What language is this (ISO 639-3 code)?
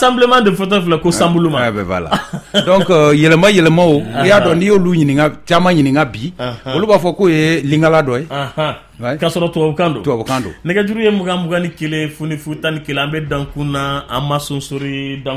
bam